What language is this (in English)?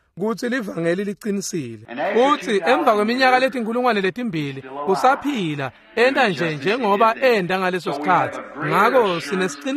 Swati